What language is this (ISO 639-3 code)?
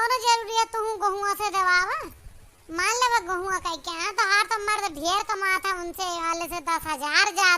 awa